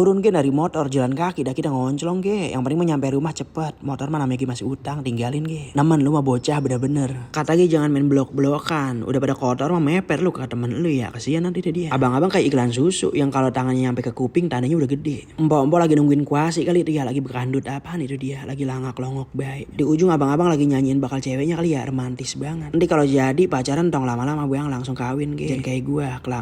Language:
Betawi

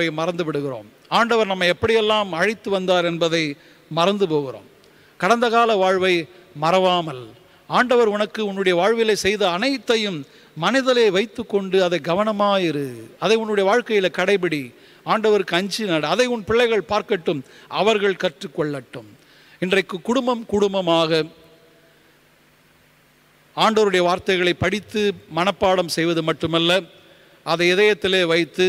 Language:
Tamil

